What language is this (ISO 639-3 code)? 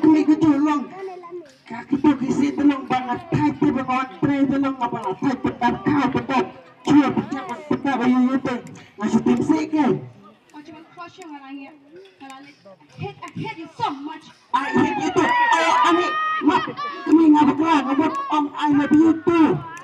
kha